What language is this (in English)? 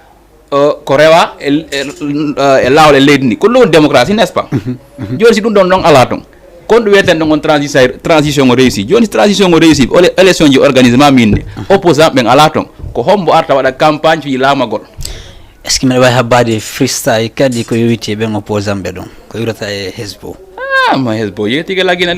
Fula